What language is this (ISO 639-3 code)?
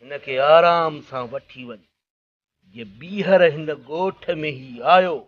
snd